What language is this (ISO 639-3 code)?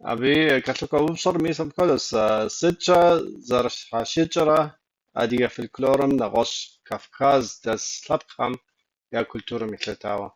kbd